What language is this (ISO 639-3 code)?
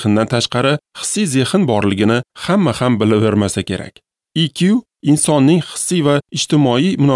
uzb